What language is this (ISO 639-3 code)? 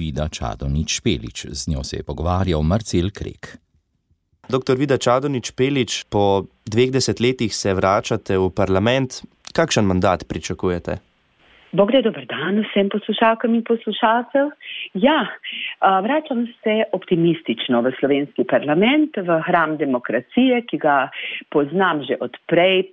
slv